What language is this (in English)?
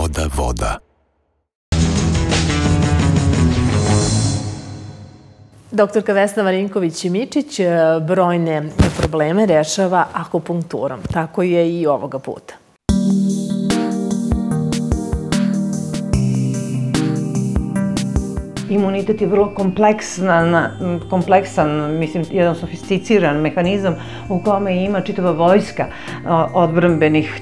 Serbian